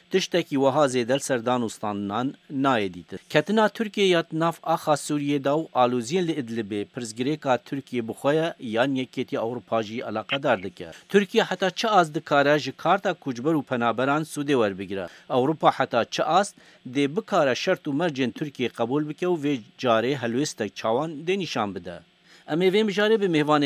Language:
Kurdish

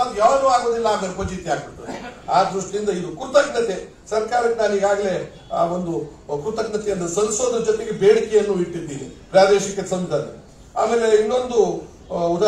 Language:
Kannada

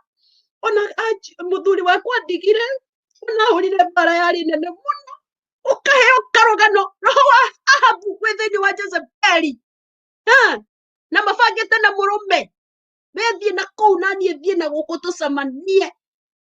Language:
Kikuyu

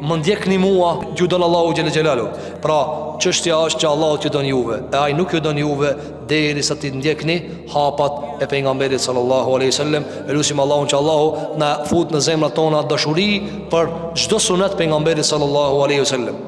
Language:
Albanian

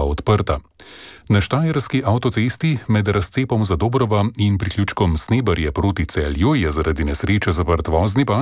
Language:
Slovenian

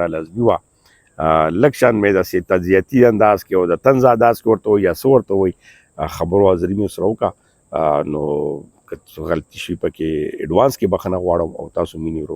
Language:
Pashto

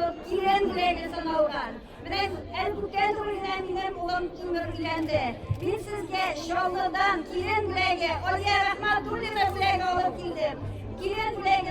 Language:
Tatar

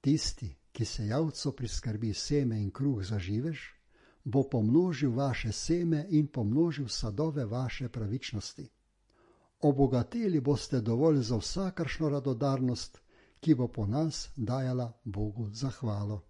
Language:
Slovenian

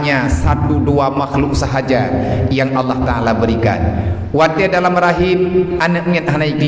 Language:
Achinese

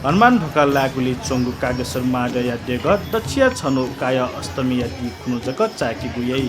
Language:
Newari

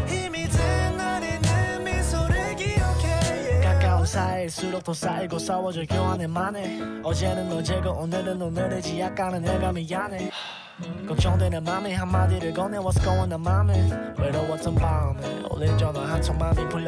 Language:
Korean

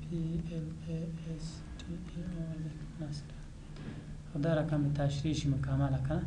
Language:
Pashto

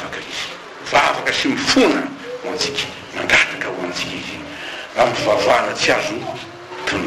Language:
Malagasy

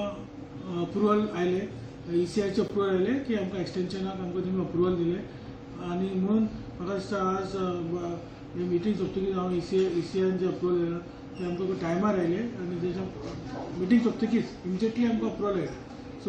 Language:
Konkani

